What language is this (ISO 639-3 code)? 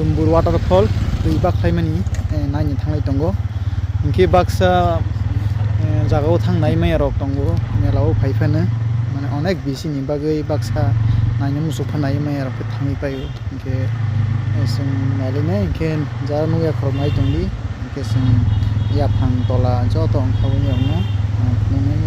trp